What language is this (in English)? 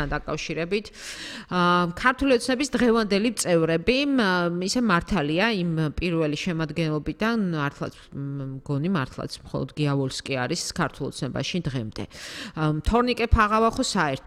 Georgian